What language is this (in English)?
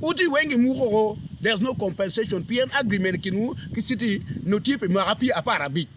Acoli